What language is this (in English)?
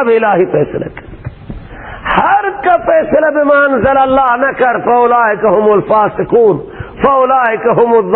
Persian